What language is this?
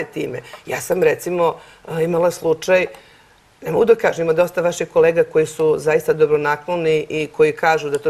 Serbian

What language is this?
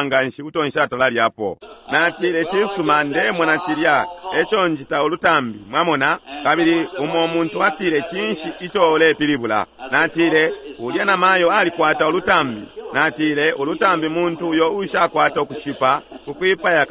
Bemba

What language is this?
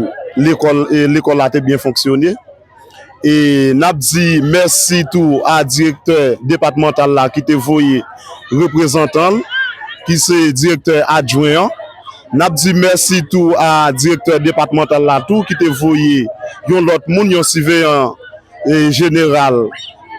Haitian Creole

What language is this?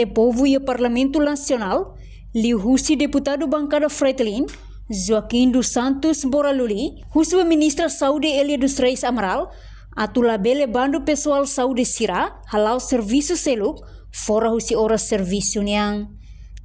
Tetum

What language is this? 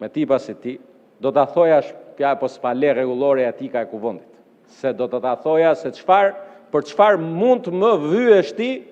Albanian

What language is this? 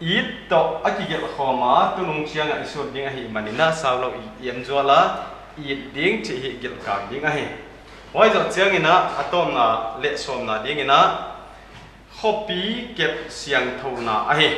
Paite Chin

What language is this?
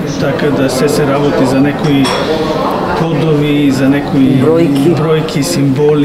Macedonian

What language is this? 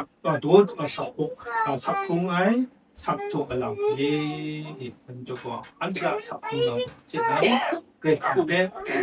Kachin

